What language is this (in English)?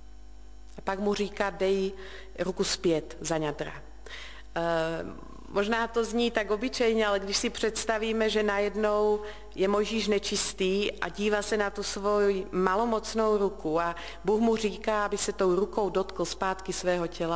Czech